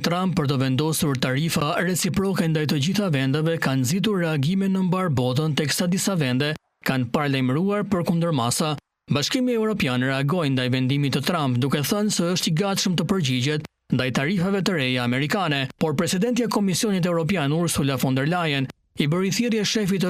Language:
Albanian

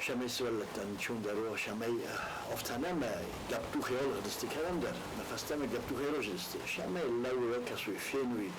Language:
Ossetic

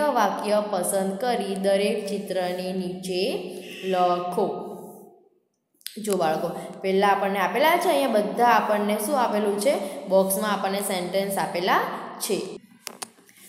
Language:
Gujarati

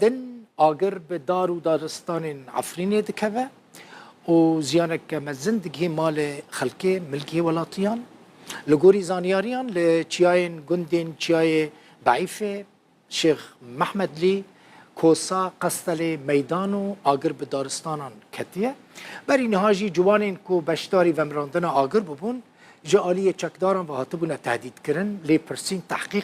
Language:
Kurdish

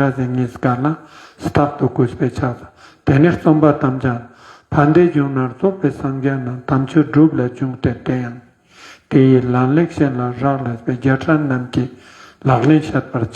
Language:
Ladakhi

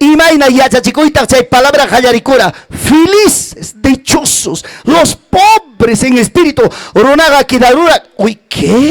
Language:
Ayacucho Quechua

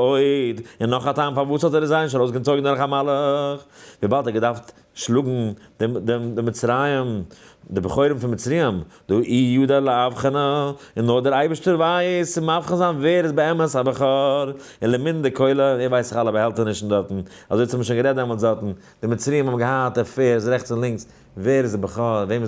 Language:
Yiddish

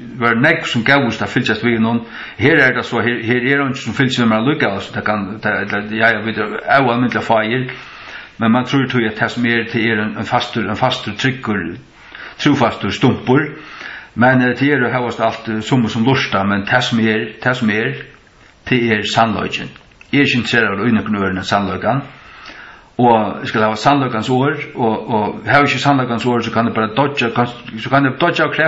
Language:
Faroese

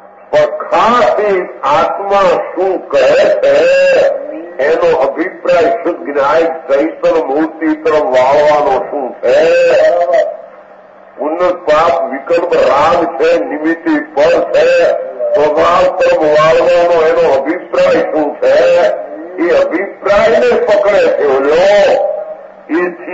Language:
Gujarati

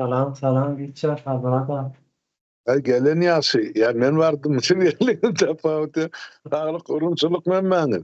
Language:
Turkmen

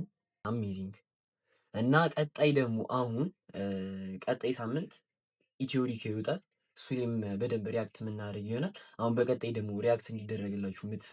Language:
Amharic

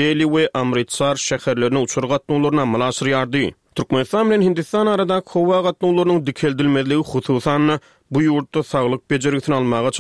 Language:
Turkmen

